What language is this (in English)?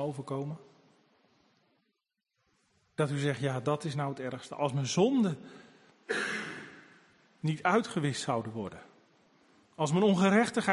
Dutch